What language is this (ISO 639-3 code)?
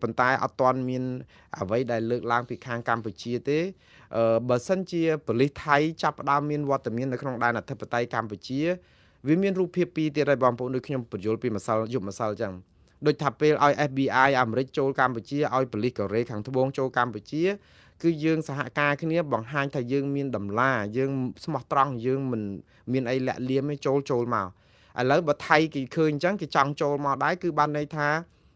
khm